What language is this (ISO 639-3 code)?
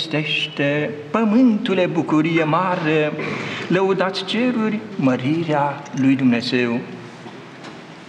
ron